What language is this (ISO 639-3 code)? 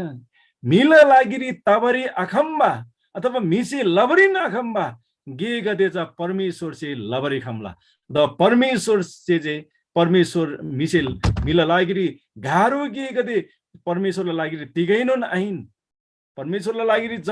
taj